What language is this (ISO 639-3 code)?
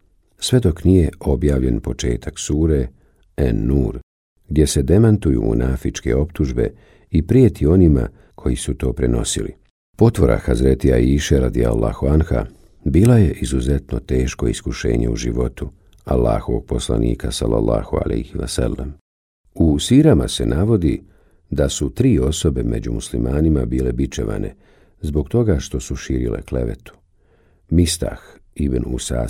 bos